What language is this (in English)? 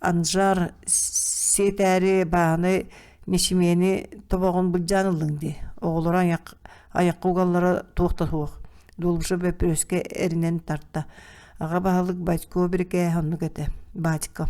Yakut